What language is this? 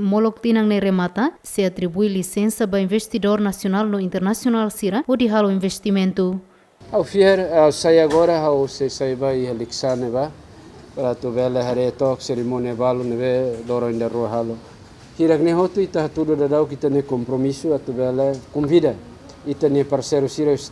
Tetum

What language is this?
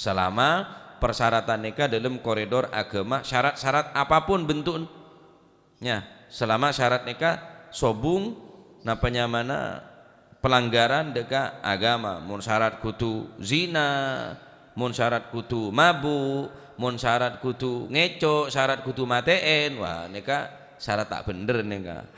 Madurese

